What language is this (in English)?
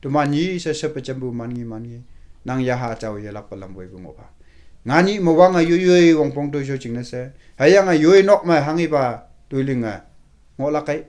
Konyak Naga